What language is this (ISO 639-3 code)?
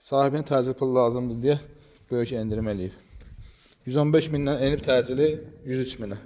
aze